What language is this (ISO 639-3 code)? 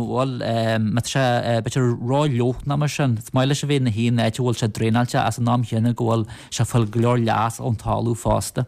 gle